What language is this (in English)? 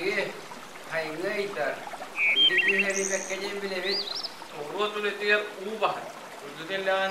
Yakut